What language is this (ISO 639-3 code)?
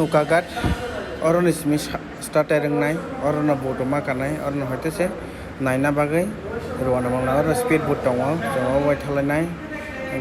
trp